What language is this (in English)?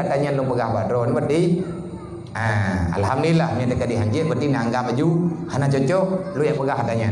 Achinese